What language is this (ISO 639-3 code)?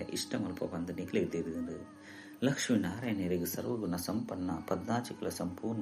tcy